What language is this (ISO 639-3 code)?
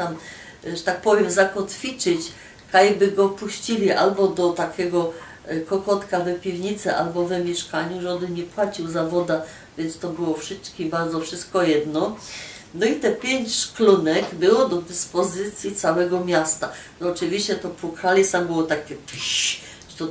szl